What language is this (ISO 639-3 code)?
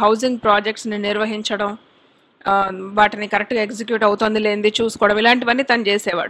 tel